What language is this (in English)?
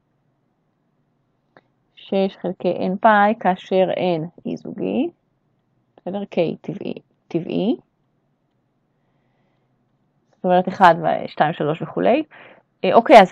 Hebrew